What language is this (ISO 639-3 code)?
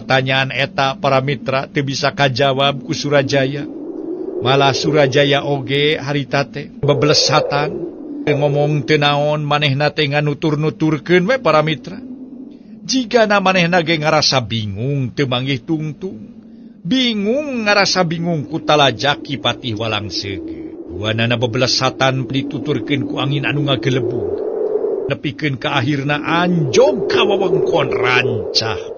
sun